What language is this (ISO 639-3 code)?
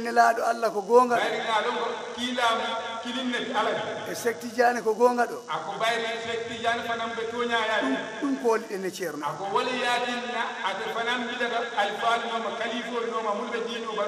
ful